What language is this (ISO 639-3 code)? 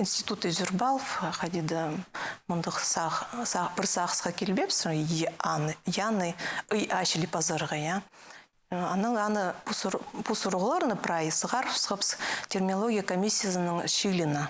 kjh